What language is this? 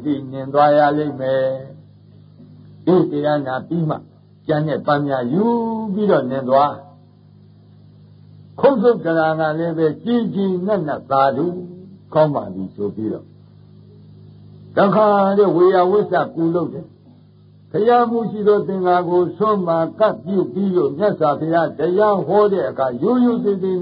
Burmese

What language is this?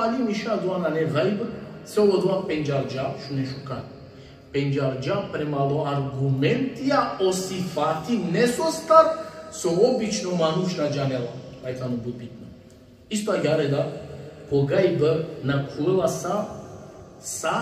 Balkan Romani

